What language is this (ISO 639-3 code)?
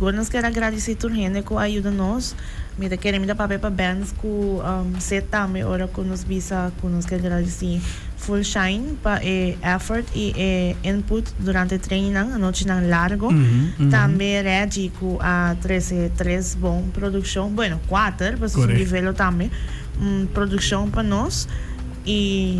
pap